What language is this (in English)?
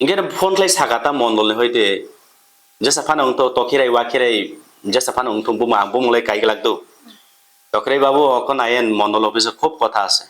Kok Borok